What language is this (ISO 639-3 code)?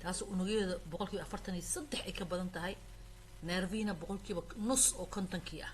som